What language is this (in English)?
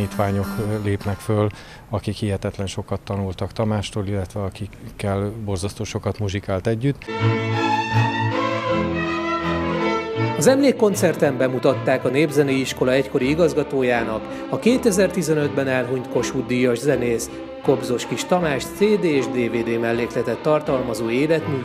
Hungarian